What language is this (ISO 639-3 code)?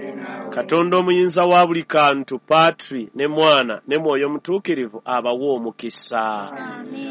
lug